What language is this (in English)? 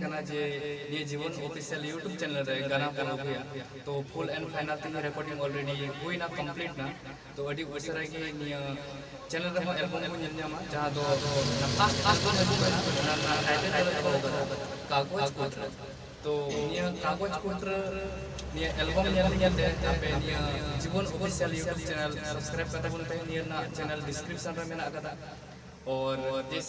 Santali